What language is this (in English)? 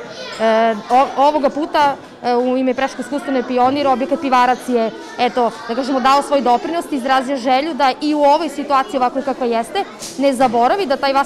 Serbian